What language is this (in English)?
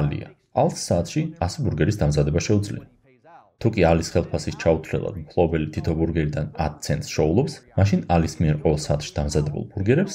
Georgian